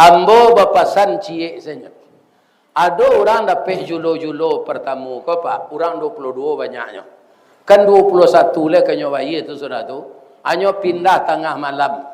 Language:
Minangkabau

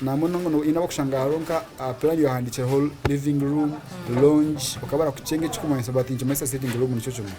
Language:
Nyankole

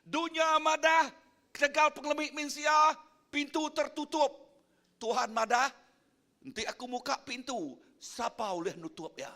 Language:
Iban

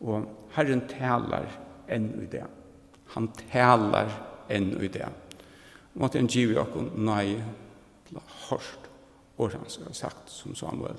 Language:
Faroese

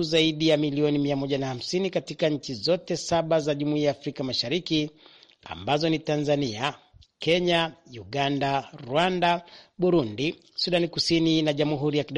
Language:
Swahili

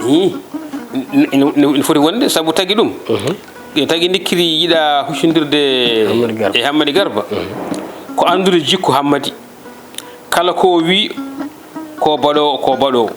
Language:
Fula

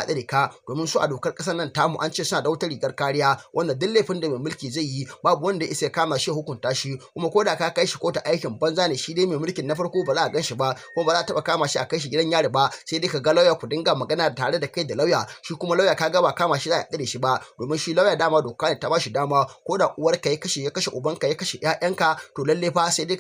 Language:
Hausa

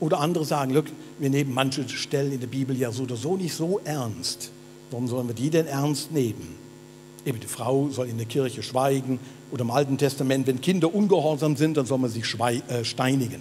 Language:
Swiss German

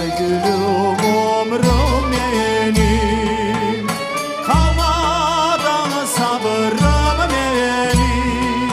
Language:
Crimean Tatar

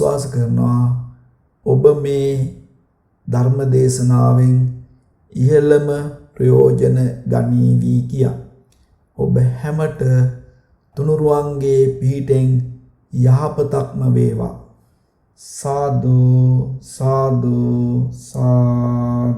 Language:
Sinhala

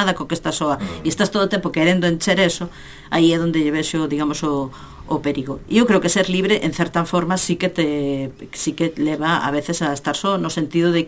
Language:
Galician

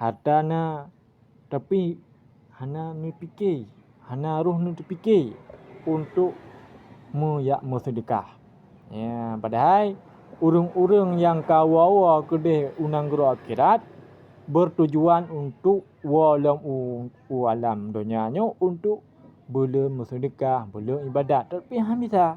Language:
Achinese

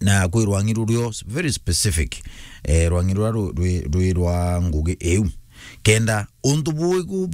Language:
Meru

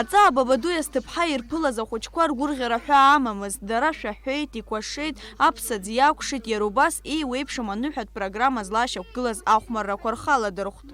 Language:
Abkhazian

